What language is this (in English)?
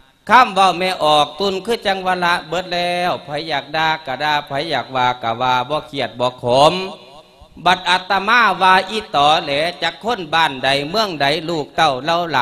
Lao